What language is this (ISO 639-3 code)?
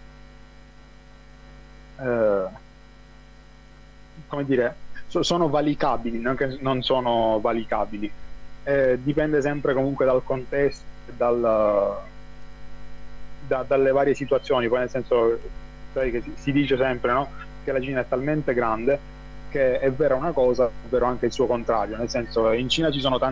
ita